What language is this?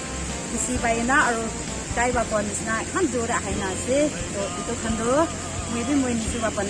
Naga Pidgin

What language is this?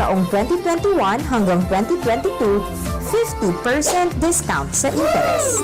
Bikol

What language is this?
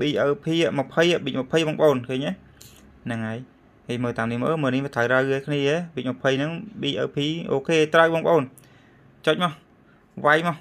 Khmer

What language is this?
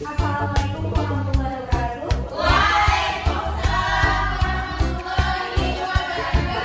Achinese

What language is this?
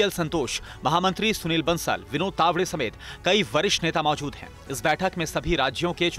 Hindi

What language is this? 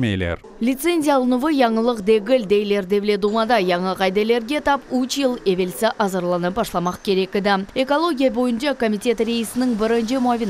Crimean Tatar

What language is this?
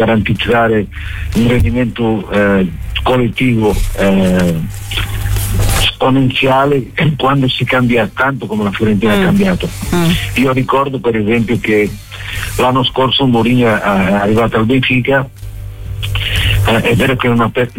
Italian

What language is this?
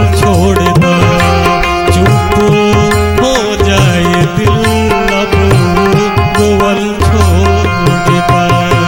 Bhojpuri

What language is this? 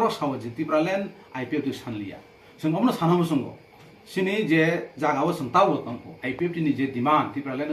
Kok Borok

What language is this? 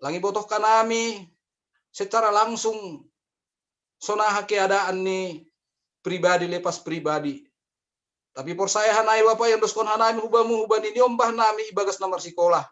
Batak Simalungun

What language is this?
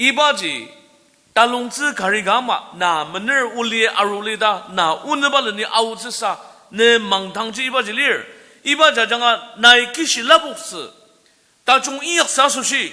Ao Naga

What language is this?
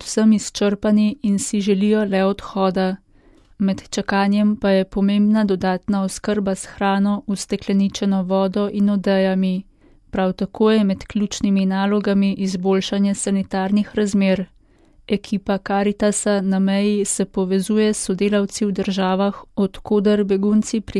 Slovenian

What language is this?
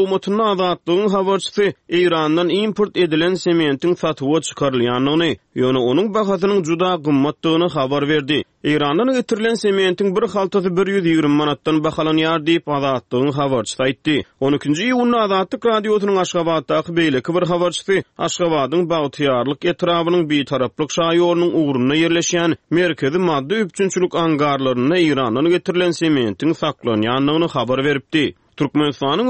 Turkmen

